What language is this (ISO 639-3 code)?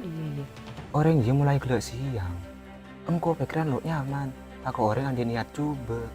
mad